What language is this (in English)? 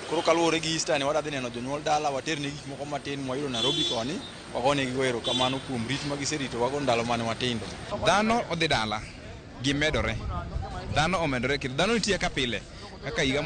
Luo (Kenya and Tanzania)